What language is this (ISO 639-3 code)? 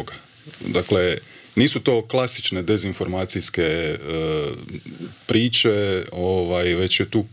hrv